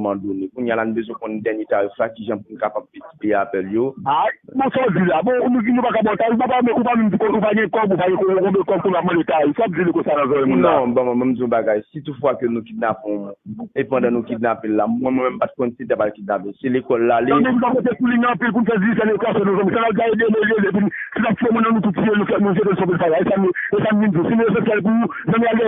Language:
Haitian Creole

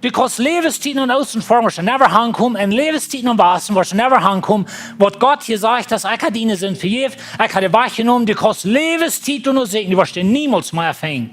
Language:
Plautdietsch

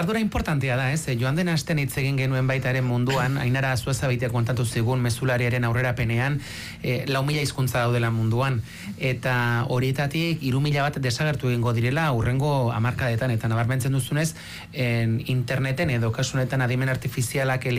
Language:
Basque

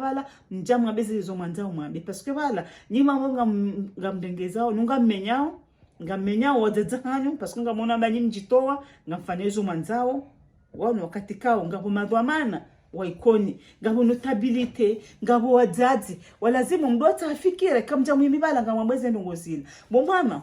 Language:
Ngazidja Comorian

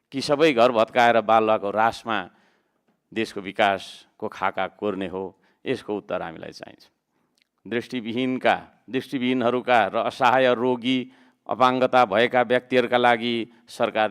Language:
Nepali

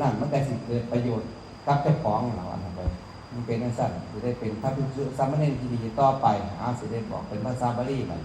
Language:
Northeastern Thai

